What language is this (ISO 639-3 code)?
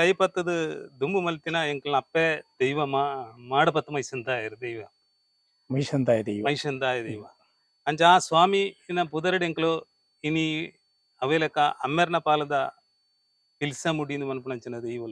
tcy